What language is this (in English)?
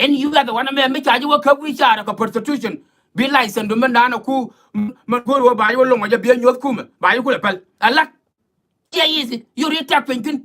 Nuer